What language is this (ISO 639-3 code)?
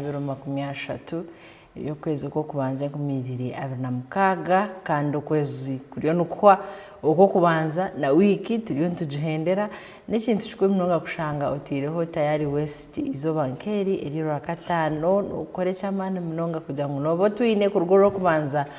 nyn